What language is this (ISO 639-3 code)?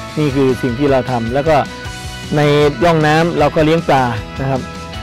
tha